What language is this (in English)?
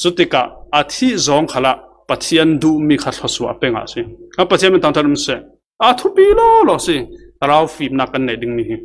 Falam Chin